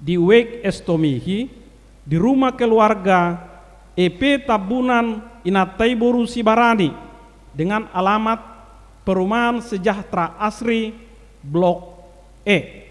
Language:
Batak Toba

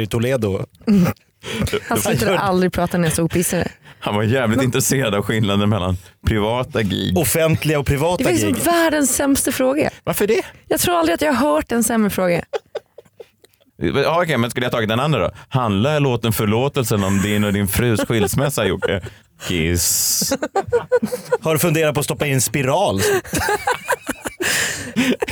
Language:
Swedish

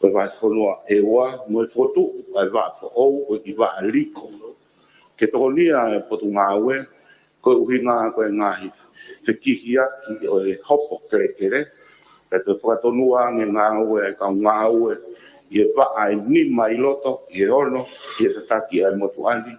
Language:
Tongan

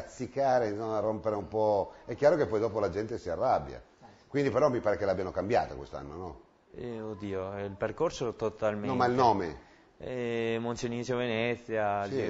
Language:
Italian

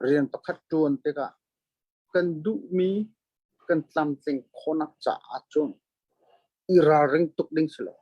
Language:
Hakha Chin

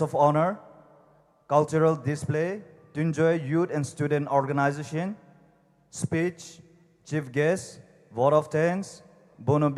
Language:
Poumei Naga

